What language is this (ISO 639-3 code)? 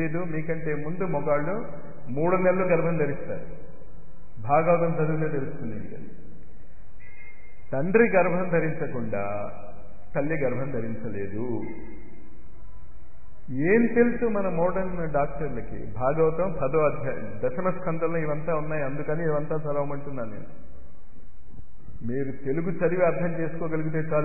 tel